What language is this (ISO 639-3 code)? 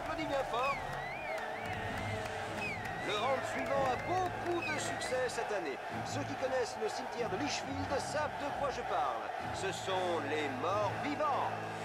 fra